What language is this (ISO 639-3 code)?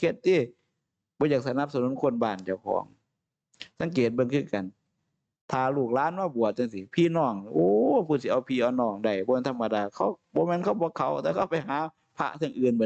tts